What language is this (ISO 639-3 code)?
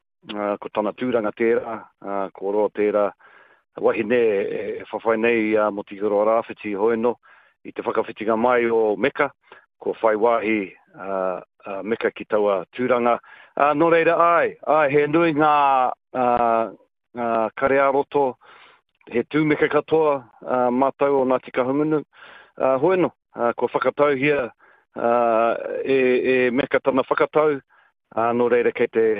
mri